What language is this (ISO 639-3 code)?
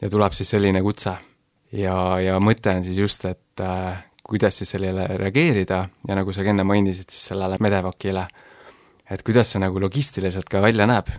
est